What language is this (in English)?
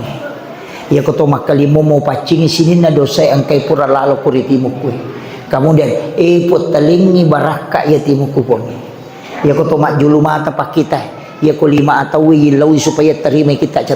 Buginese